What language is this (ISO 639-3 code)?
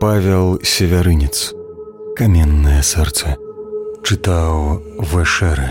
bel